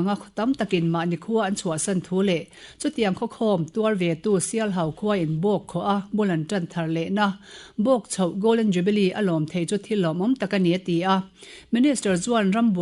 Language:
Mizo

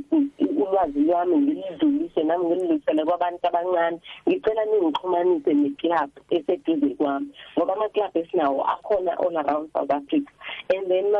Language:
South Ndebele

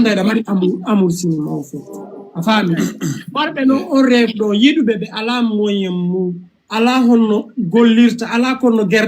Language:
Fula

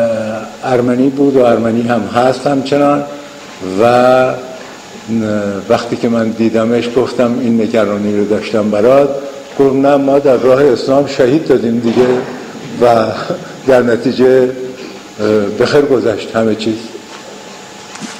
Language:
Persian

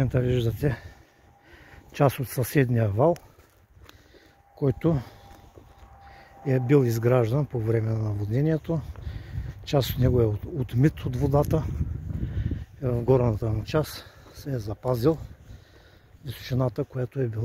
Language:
Bulgarian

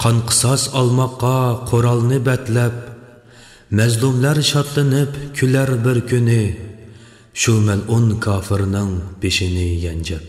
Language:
Uyghur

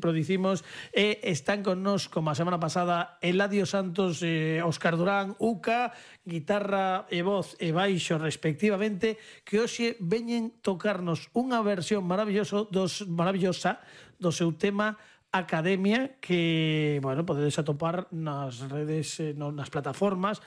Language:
Galician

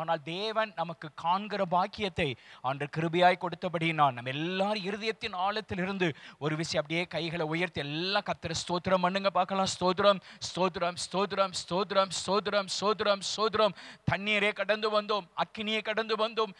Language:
Tamil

